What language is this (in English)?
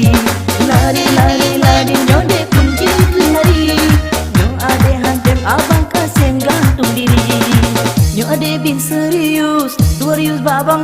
Achinese